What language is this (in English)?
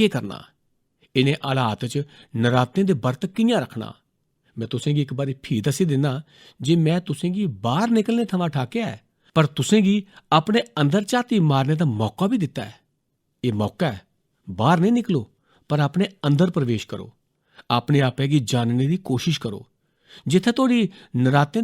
Dogri